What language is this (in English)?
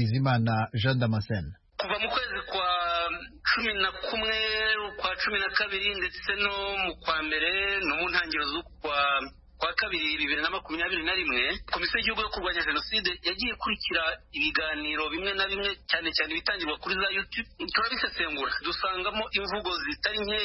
Kinyarwanda